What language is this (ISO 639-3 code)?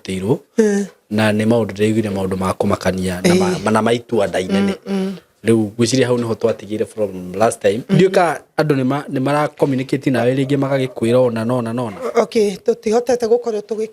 kik